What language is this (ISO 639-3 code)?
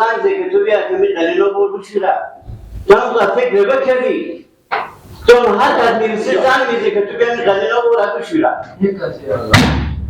fas